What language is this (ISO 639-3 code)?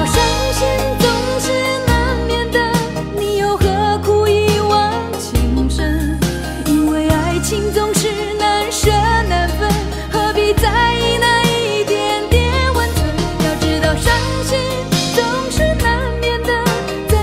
zho